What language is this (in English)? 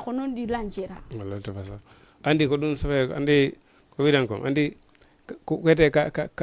Fula